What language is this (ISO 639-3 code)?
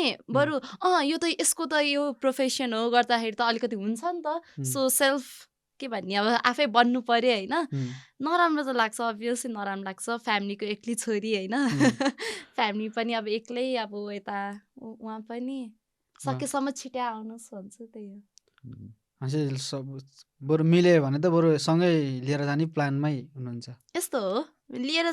nep